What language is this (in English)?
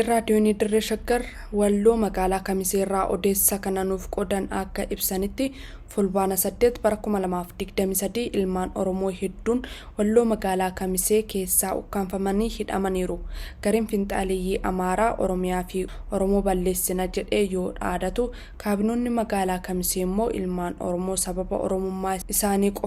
Oromo